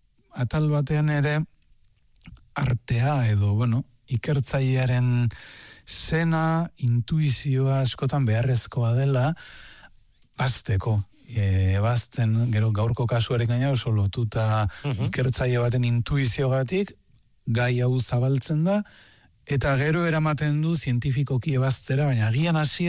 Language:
Basque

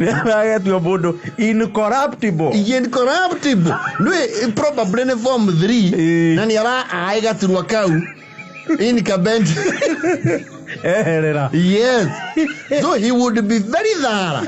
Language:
Kikuyu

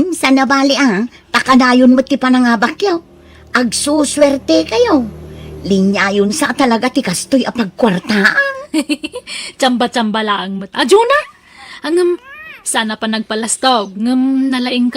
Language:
Iloko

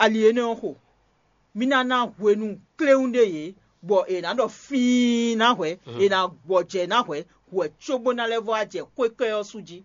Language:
Fon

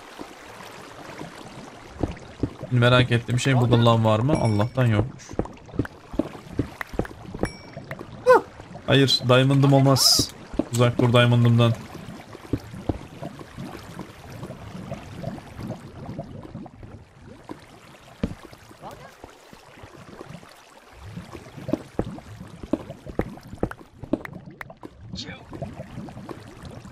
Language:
Turkish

